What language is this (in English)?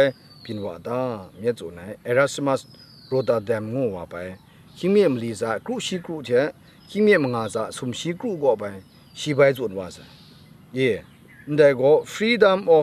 Kachin